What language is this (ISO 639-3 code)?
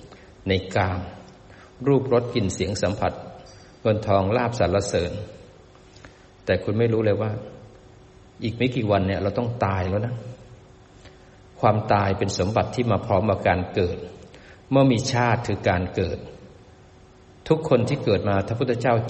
tha